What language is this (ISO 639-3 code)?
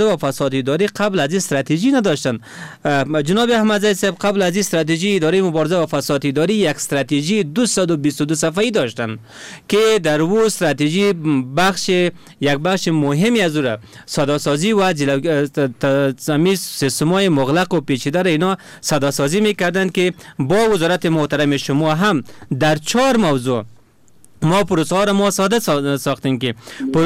fas